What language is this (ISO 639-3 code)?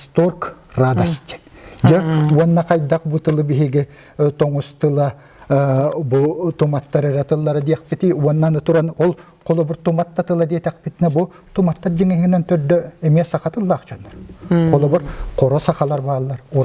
sah